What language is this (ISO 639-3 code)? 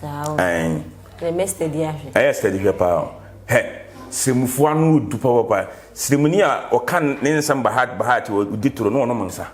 aka